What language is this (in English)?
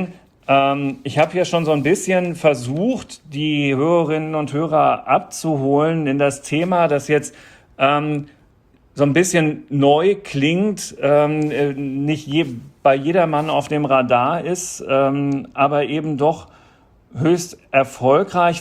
German